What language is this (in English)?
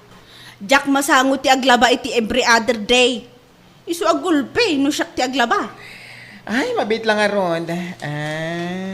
Iloko